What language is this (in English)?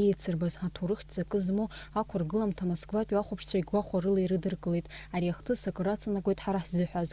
Abkhazian